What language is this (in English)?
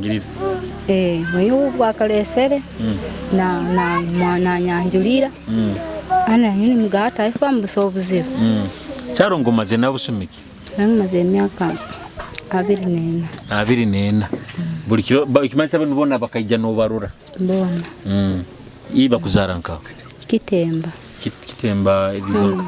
Nyoro